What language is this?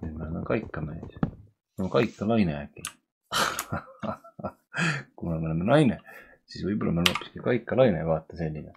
Estonian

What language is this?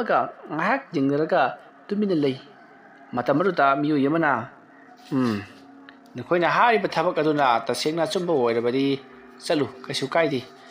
Manipuri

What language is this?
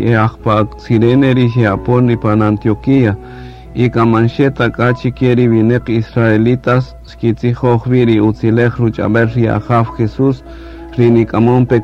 Kaqchikel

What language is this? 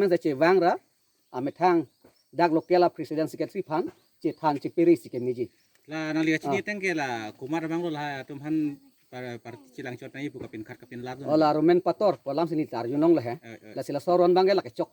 Karbi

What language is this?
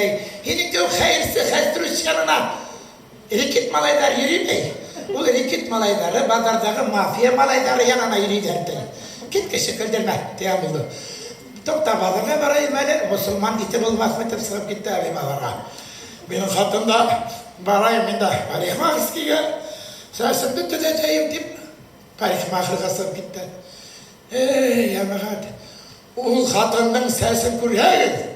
Bashkir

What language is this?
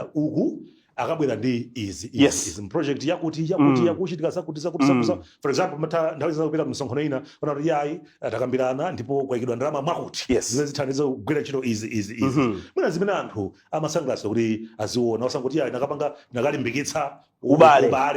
Nyanja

